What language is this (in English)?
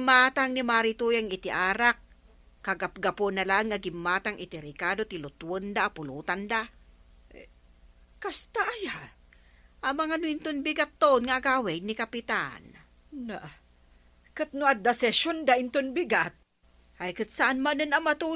Iloko